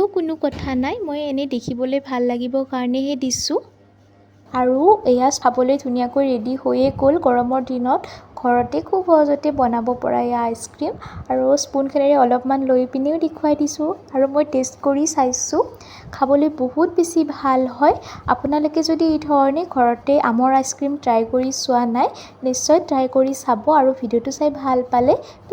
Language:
Assamese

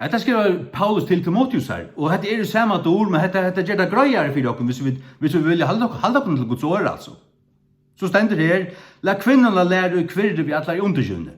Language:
Faroese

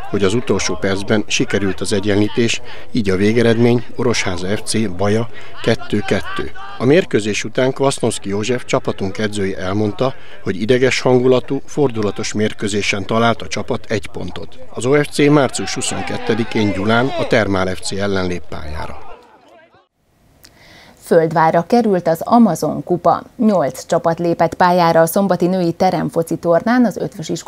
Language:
Hungarian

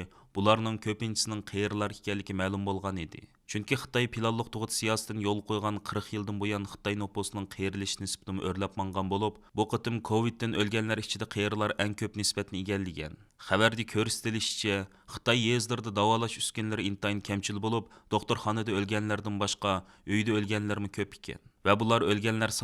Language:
Uyghur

